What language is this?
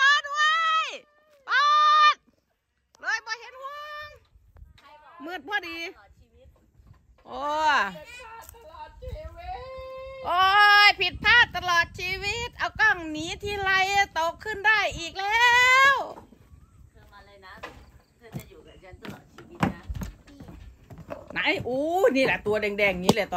Thai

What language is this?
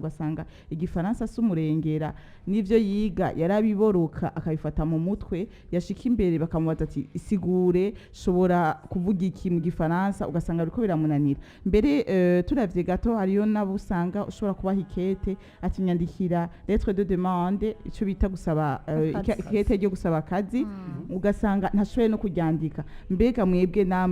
Rundi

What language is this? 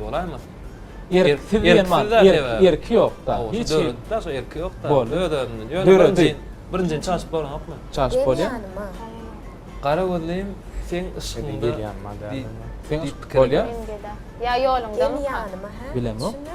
Turkmen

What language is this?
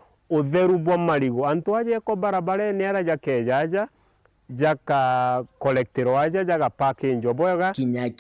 Meru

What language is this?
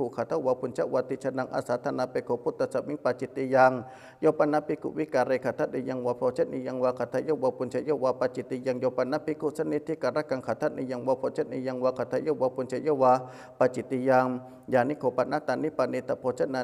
Pali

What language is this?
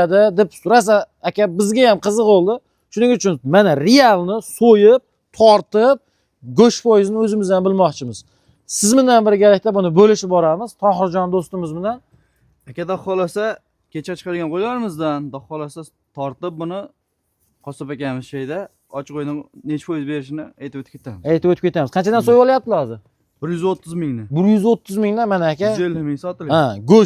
Uzbek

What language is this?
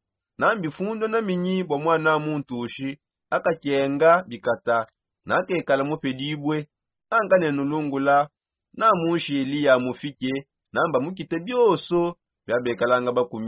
Songe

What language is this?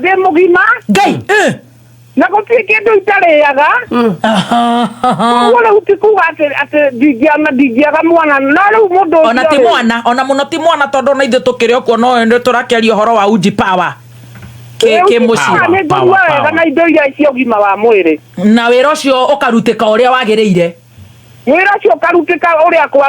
Kikuyu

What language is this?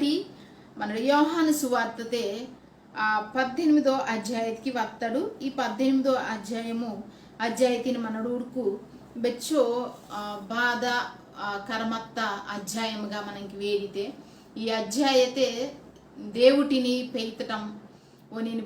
Koya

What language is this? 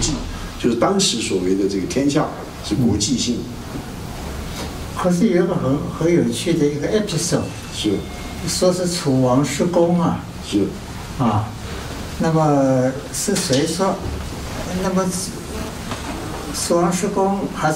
Chinese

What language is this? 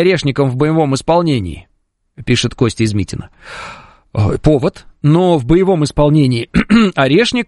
Russian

